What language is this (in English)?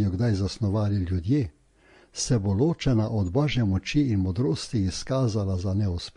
Slovenian